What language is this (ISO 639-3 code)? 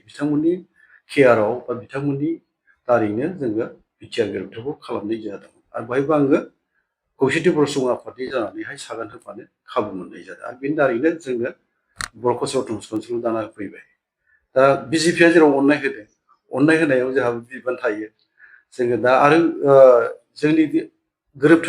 brx